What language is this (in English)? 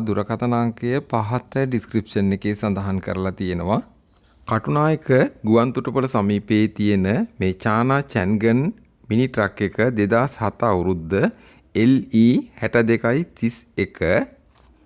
Sinhala